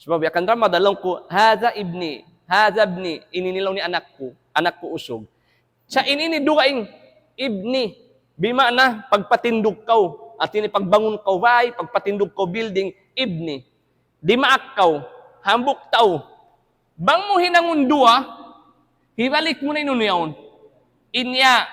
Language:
Tausug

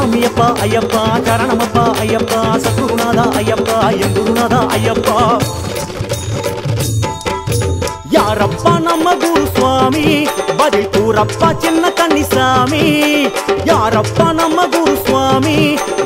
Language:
Tamil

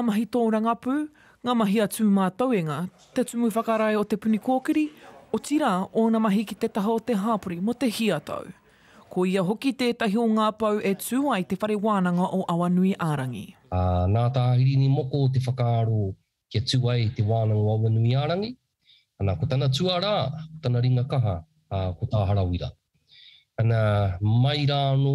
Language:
Māori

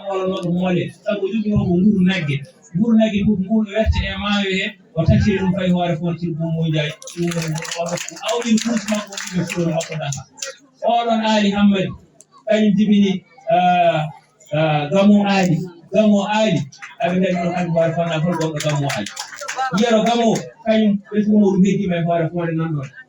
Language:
Fula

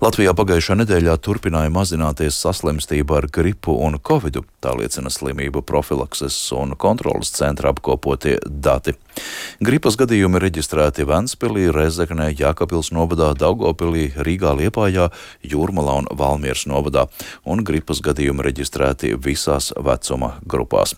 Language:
Latvian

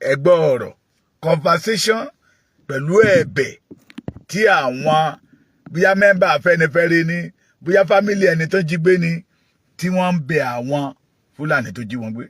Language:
Yoruba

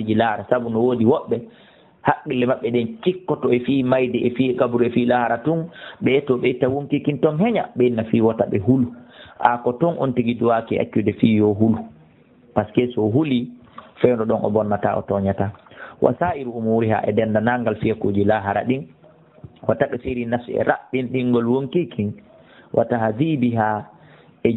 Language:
Fula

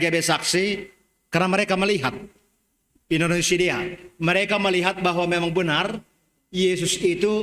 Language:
Batak Simalungun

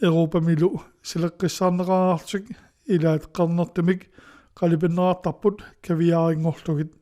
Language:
Kalaallisut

